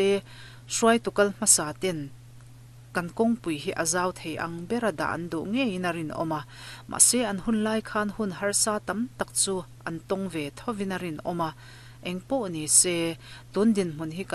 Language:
Mizo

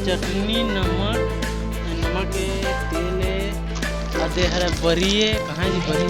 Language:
Chhattisgarhi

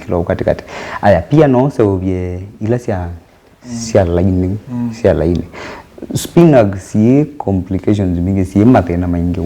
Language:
Kamba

